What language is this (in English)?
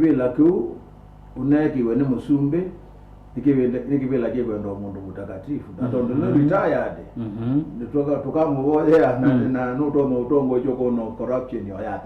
Kamba